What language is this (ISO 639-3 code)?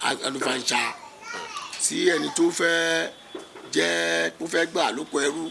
yor